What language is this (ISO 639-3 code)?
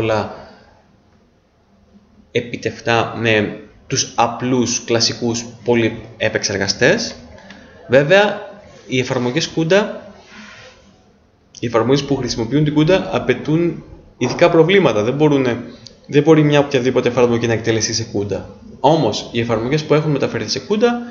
ell